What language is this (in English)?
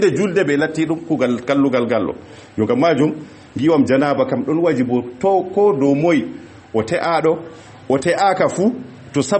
Fula